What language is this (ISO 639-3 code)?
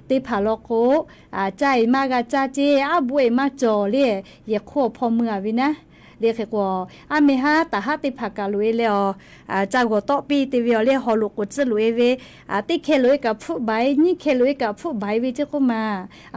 lhu